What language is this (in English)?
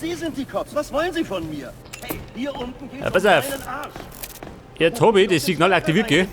Bavarian